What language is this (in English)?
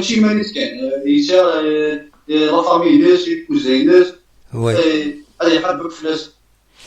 Kabyle